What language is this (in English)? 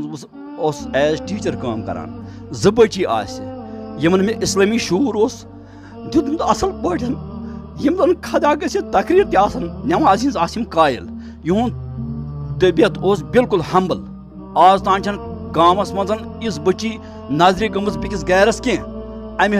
Kashmiri